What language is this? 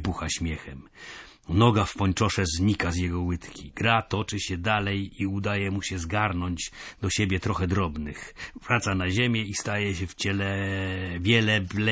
Polish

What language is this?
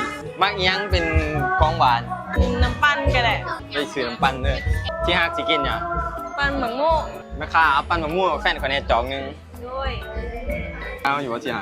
Lao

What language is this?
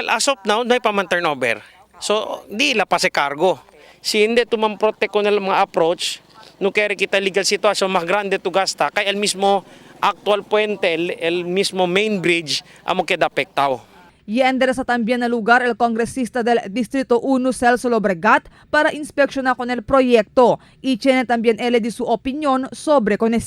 Chavacano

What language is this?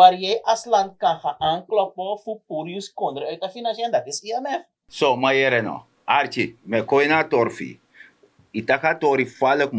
Sranan Tongo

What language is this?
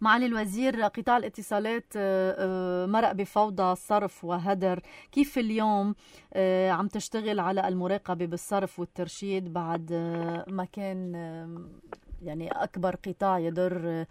North Levantine Arabic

